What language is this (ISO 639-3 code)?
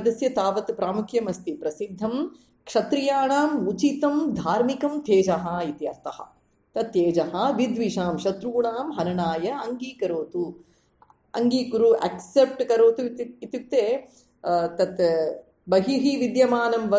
san